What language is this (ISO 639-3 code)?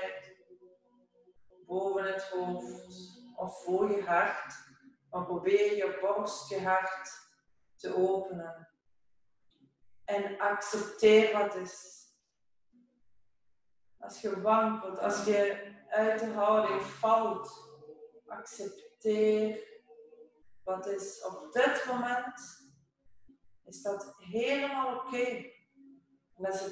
nld